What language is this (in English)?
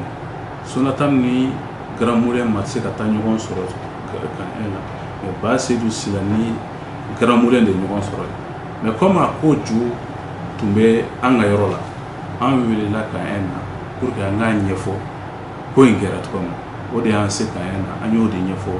Bambara